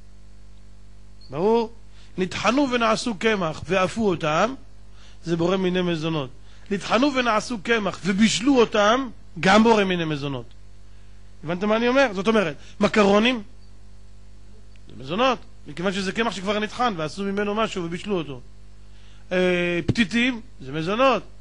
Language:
Hebrew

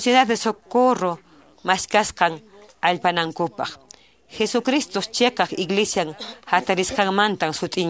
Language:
Quechua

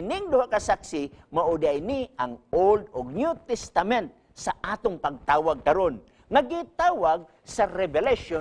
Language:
Cebuano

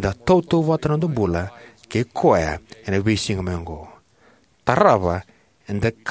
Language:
Fijian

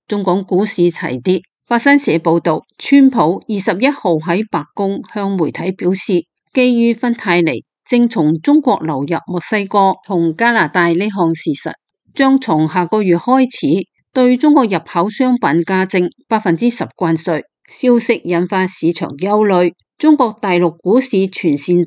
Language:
Cantonese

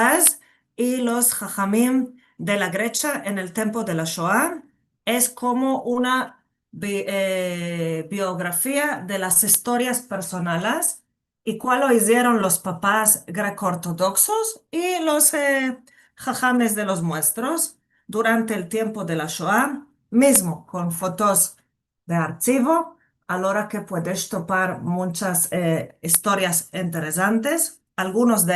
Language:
Ladino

